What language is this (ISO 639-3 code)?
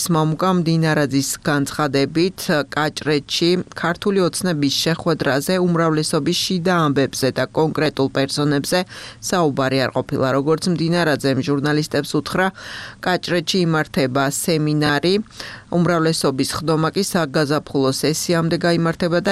kat